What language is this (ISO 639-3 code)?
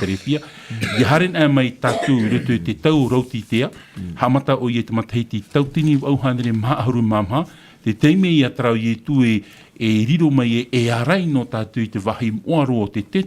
tah